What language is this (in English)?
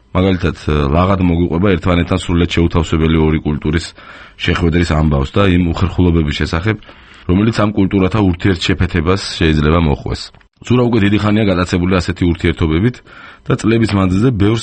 Georgian